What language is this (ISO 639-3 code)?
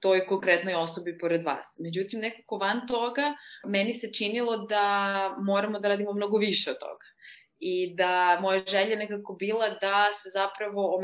srp